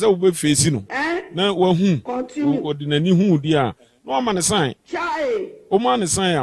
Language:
Akan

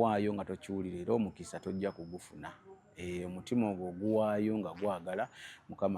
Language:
Ganda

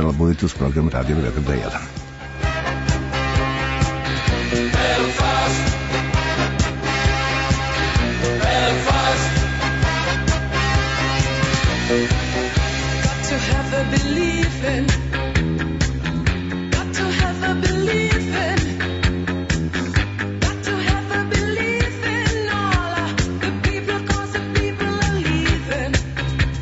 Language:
Serbian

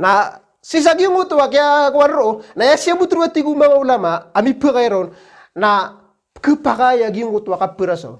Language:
Maranao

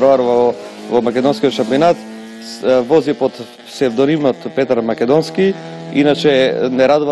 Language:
Macedonian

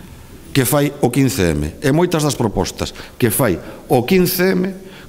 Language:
Galician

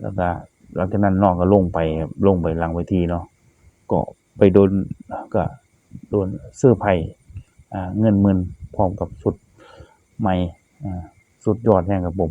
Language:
Northeastern Thai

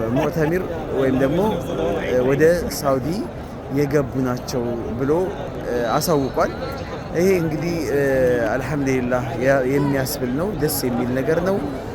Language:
Amharic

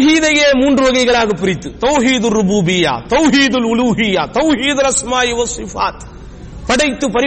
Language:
Tamil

